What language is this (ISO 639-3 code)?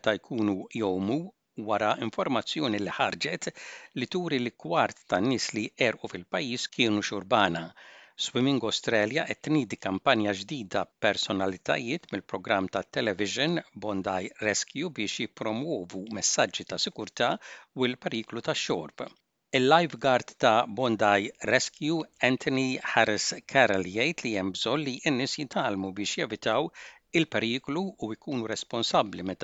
mlt